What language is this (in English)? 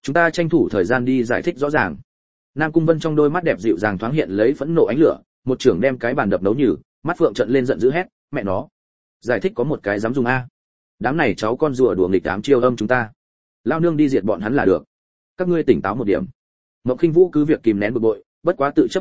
Vietnamese